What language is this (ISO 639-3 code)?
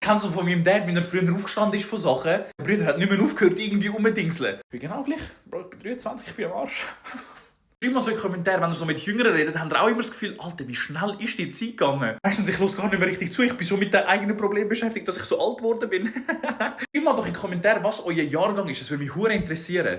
gsw